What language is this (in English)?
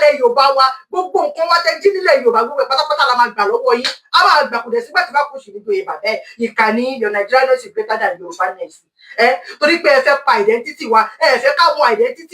Yoruba